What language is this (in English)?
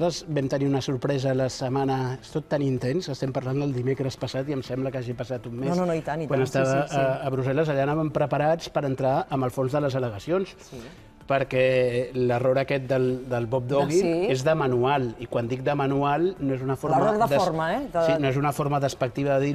Catalan